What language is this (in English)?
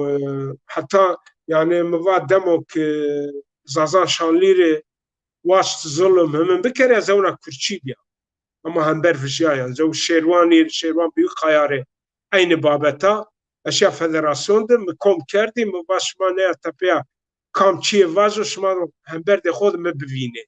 Zaza